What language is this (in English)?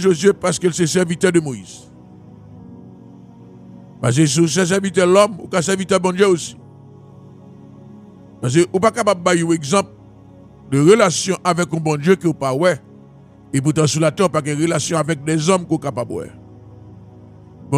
French